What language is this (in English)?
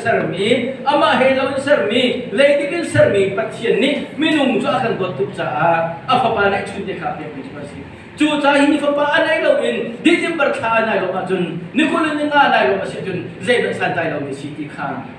Hakha Chin